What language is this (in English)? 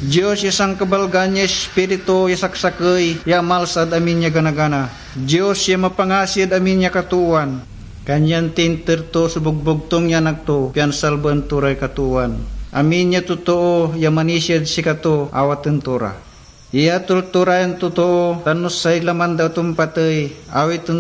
Pangasinan